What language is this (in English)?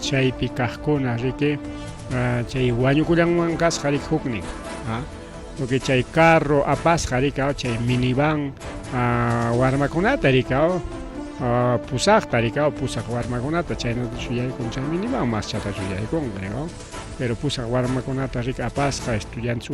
Ayacucho Quechua